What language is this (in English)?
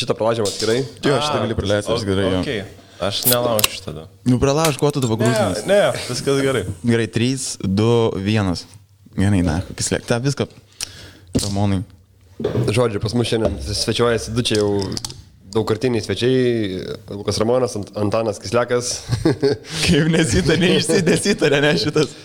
Lithuanian